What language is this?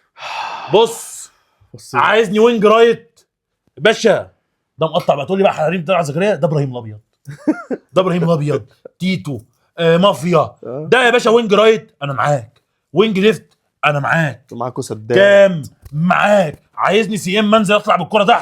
Egyptian Arabic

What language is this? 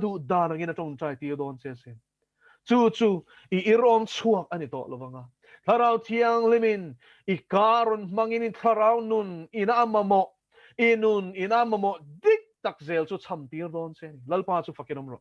Mizo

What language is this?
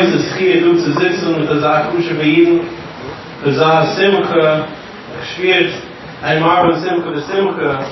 Yiddish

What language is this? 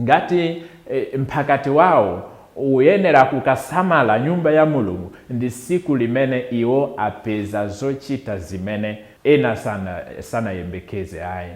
Nyanja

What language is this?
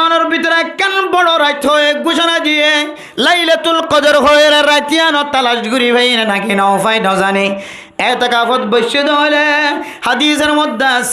Rohingya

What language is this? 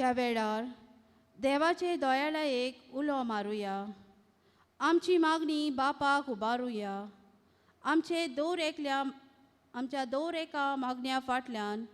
Konkani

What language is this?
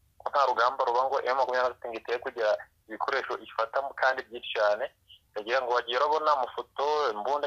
Kinyarwanda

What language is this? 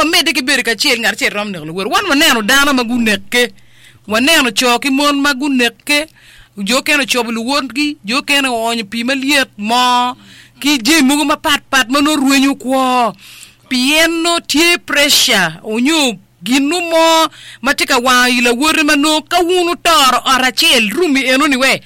Acoli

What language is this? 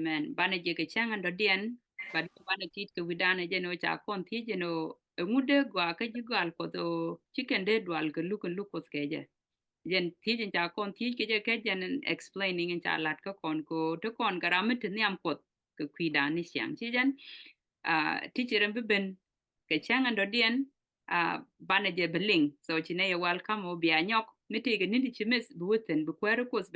Nuer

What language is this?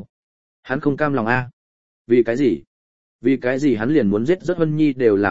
Vietnamese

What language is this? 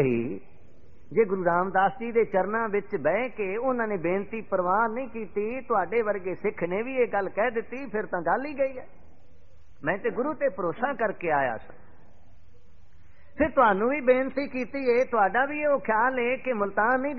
Punjabi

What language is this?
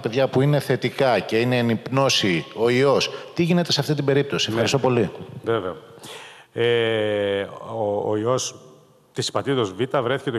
Greek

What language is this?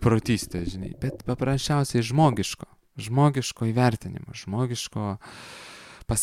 Lithuanian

